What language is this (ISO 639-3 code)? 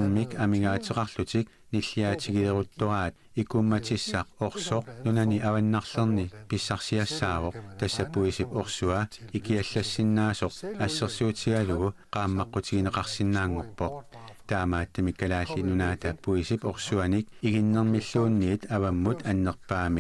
kal